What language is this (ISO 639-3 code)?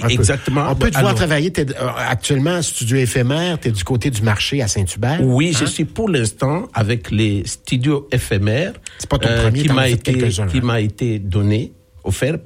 fra